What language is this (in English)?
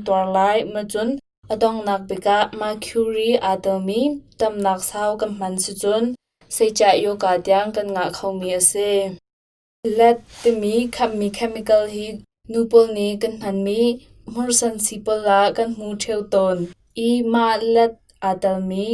Hakha Chin